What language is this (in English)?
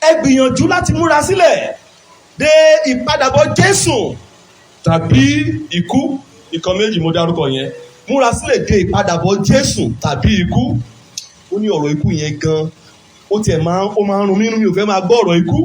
Yoruba